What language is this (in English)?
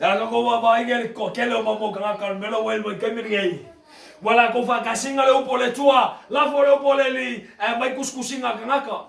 Samoan